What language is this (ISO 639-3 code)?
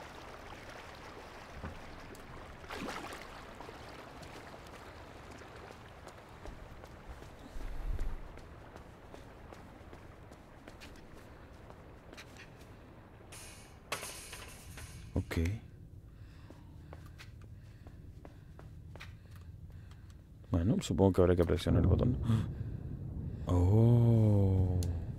spa